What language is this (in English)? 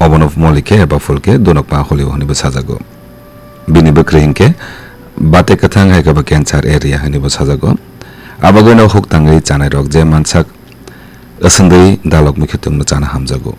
Kok Borok